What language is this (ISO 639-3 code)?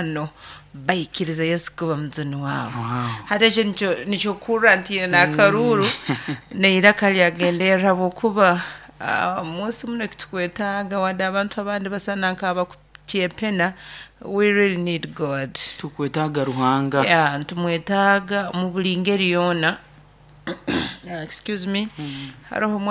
nyo